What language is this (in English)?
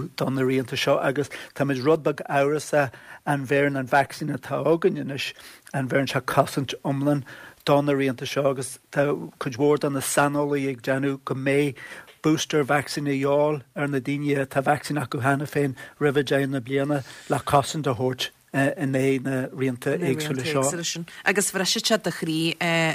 Irish